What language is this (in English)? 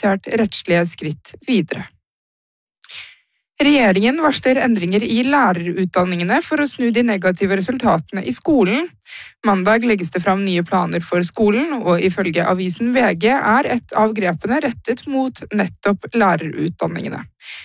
Norwegian